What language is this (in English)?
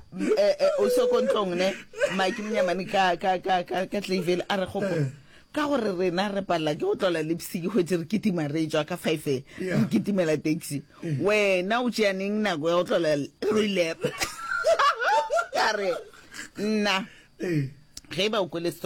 Northern Sotho